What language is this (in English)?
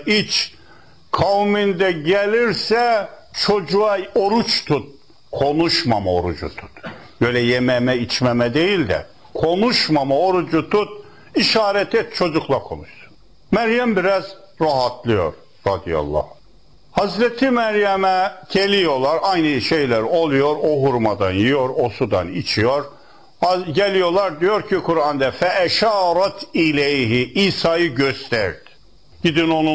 Turkish